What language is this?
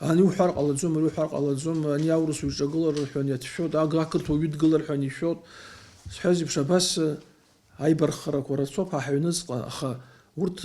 Abkhazian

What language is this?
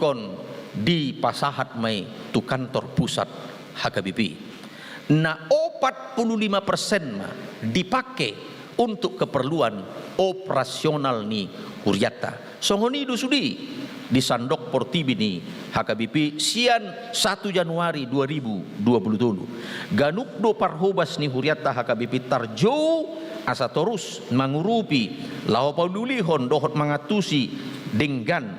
Batak Toba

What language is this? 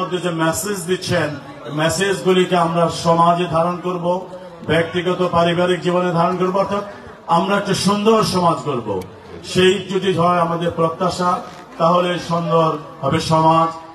Bangla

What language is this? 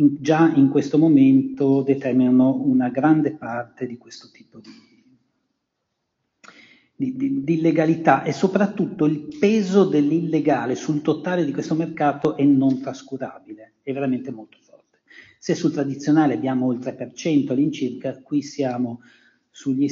Italian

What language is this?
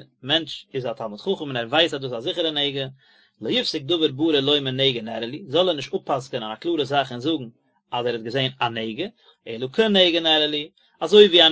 Yiddish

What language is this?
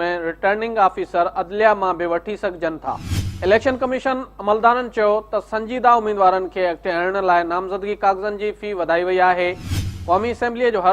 Sindhi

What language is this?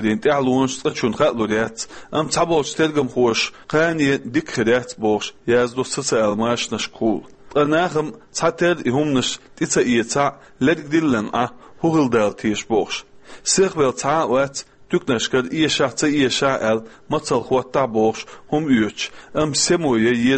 Chechen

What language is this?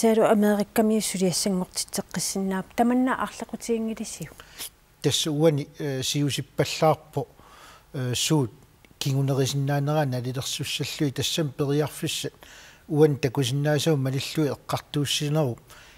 Kalaallisut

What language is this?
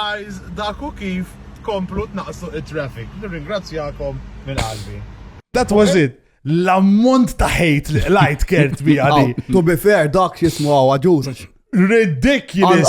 Maltese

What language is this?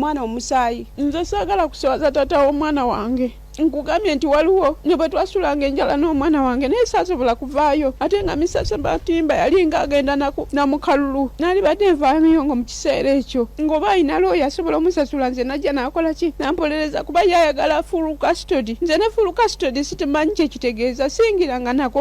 Ganda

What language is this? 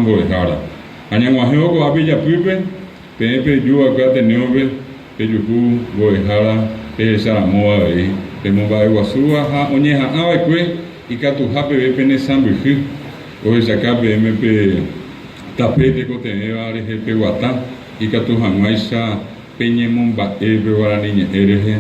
Guarani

